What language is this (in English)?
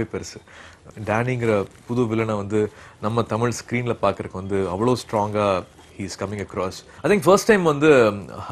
Tamil